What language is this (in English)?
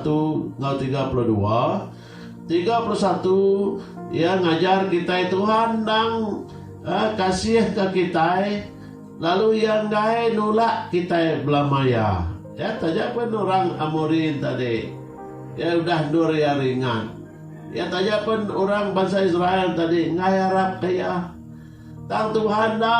Iban